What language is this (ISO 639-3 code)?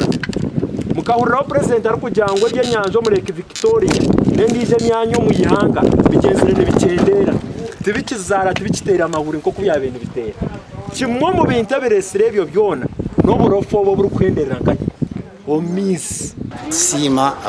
nyn